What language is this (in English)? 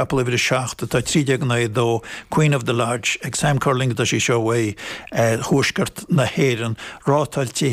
Irish